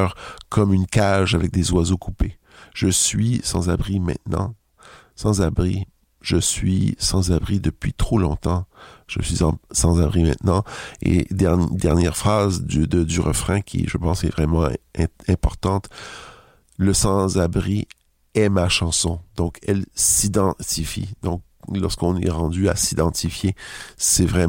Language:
French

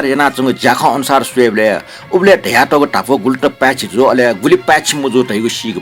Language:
Newari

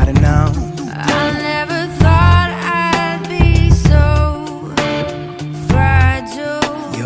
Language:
English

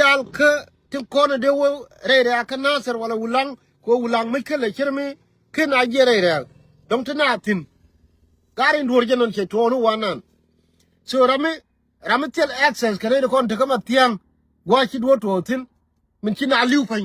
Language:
Nuer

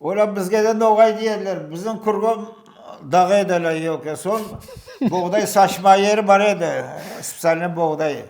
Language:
Crimean Tatar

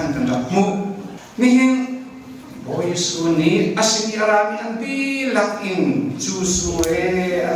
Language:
Hakha Chin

